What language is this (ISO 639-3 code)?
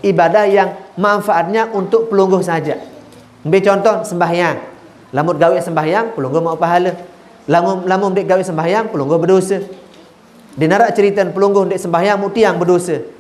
sas